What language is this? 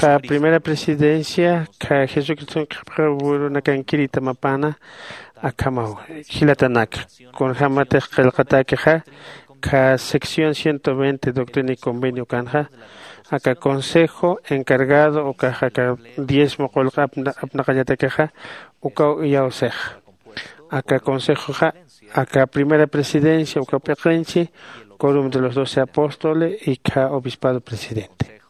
Aymara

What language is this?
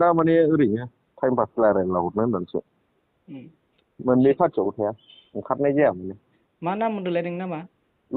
Bodo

